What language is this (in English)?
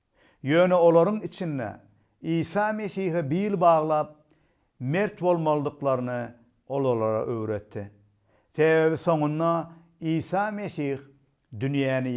Turkmen